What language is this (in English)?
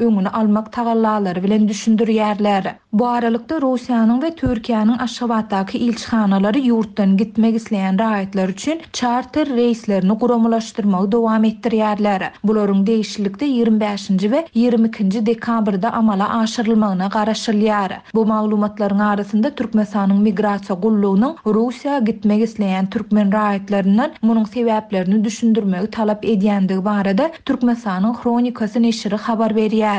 Turkmen